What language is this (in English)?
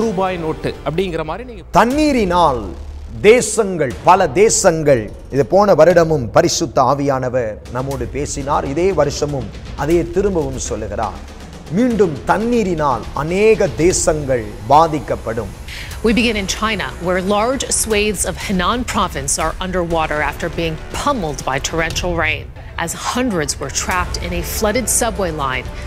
Tamil